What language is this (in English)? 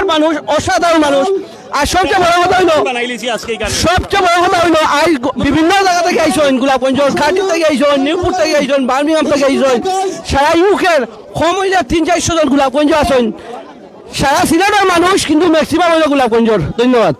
Sylheti